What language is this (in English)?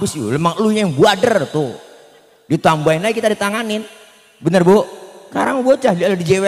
Betawi